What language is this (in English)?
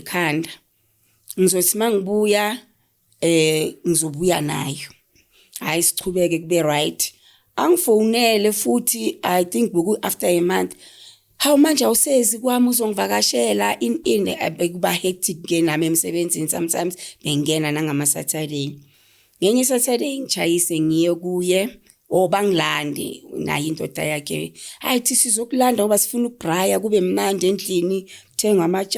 Zulu